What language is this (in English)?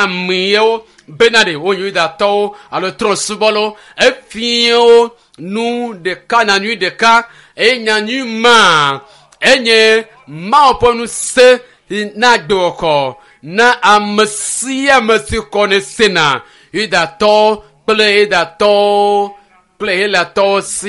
Ewe